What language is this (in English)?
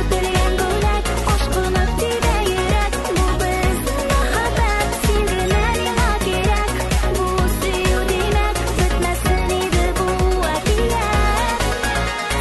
Tatar